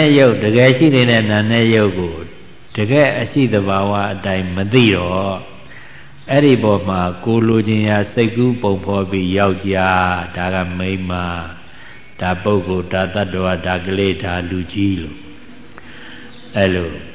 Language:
Burmese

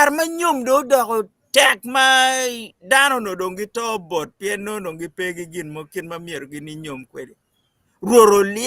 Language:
Acoli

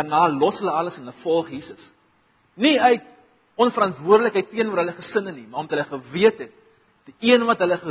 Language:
Afrikaans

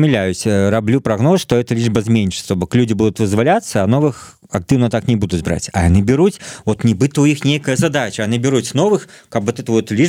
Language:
Belarusian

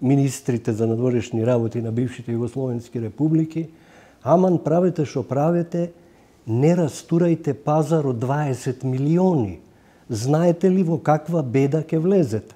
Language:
Macedonian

